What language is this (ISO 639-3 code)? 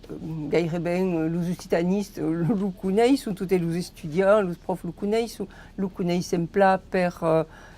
oci